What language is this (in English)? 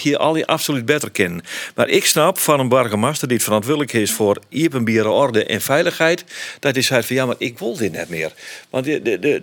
Western Frisian